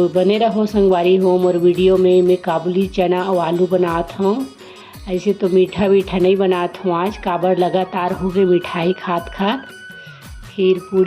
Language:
Chhattisgarhi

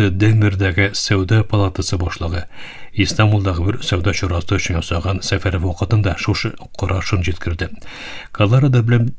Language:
Tatar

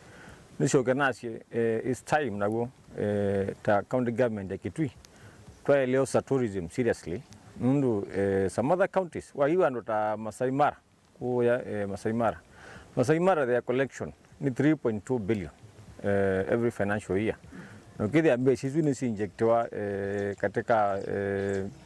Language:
Kamba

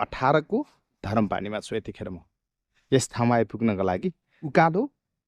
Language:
Nepali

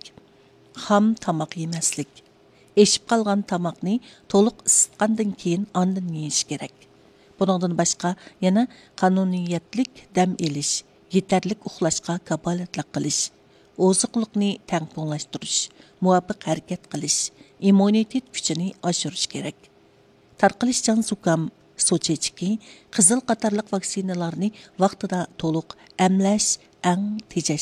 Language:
Uyghur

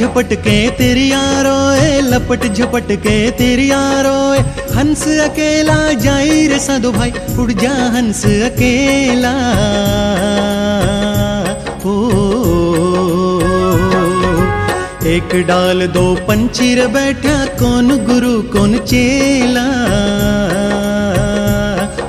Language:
Hindi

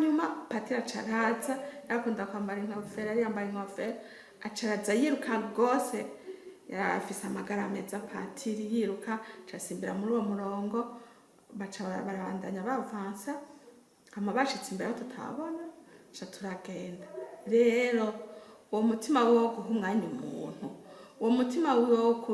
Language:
Rundi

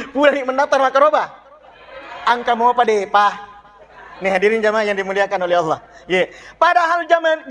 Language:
Buginese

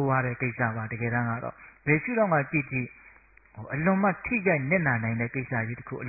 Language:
Burmese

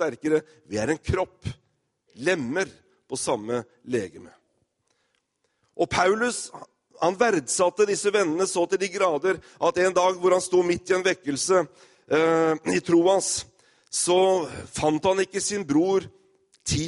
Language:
Norwegian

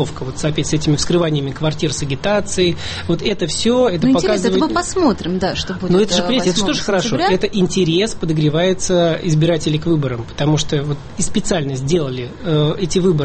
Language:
Russian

